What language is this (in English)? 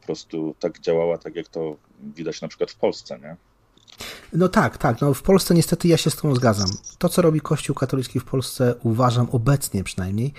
Polish